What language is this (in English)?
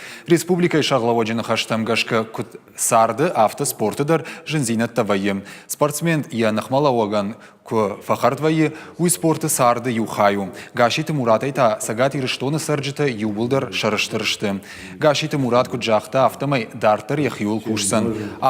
Ossetic